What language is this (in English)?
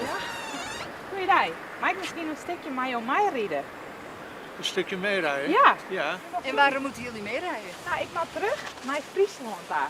Western Frisian